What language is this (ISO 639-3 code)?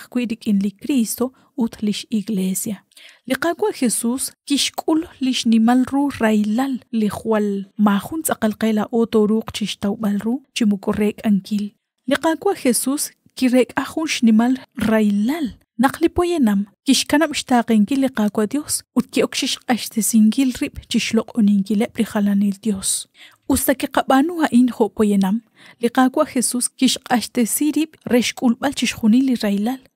kek